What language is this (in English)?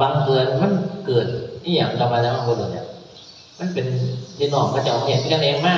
Northeastern Thai